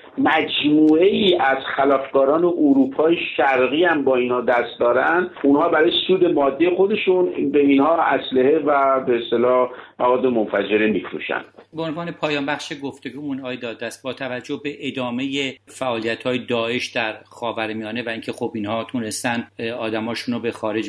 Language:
Persian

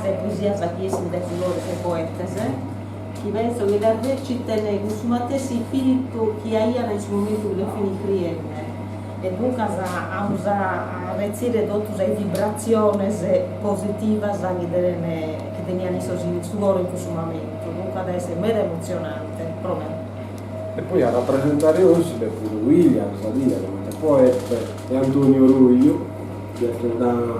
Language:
Sardinian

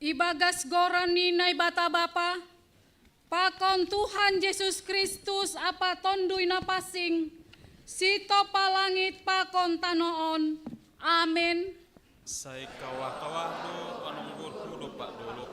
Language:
Batak Simalungun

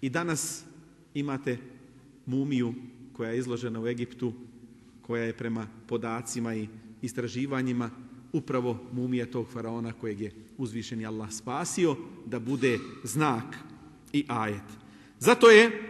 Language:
Bosnian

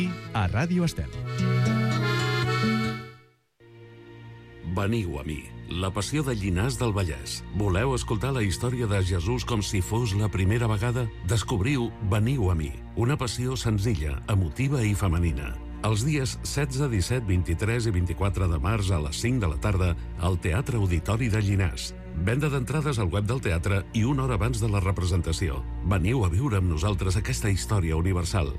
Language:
Catalan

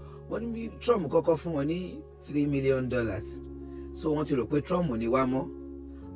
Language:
Yoruba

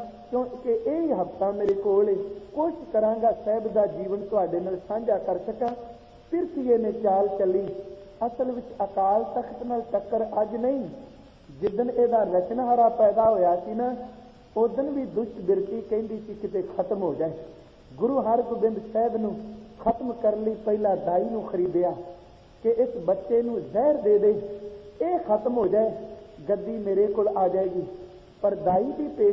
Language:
Punjabi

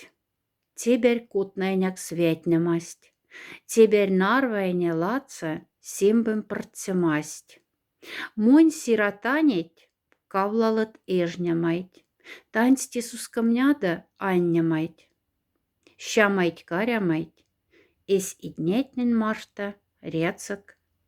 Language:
Moksha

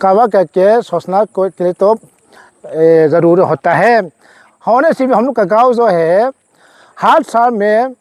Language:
Paite Chin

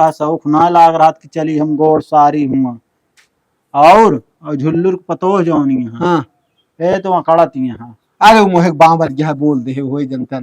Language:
Awadhi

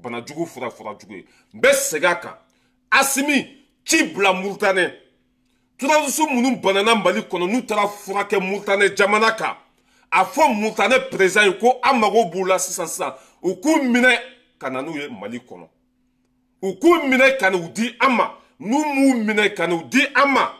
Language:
Bambara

